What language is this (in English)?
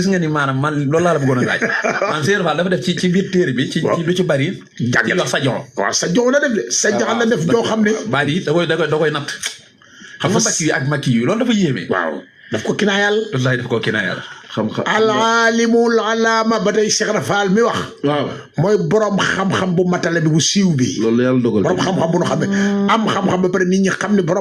Wolof